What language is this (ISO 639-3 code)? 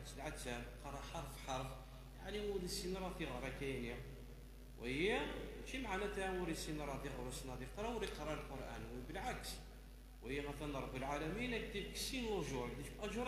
kab